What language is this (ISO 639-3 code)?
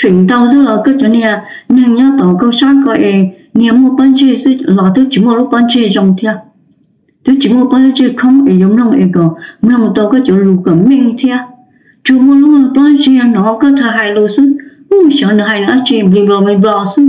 hmn